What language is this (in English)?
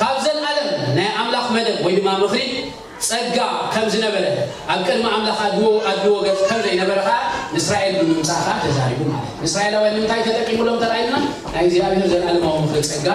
Tigrinya